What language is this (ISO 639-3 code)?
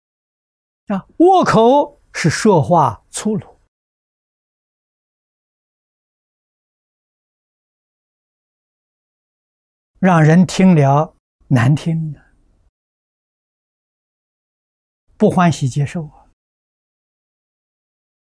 zho